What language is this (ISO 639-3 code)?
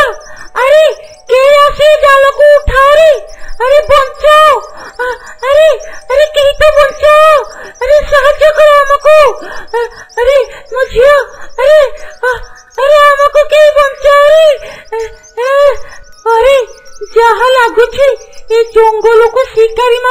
ori